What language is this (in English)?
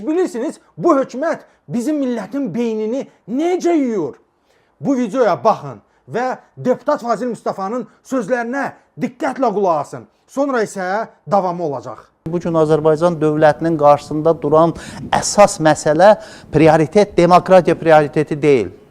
Azerbaijani